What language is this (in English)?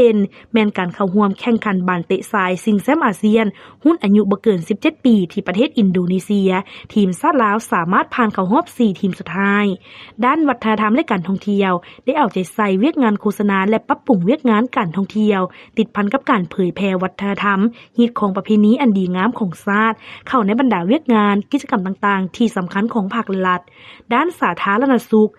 Lao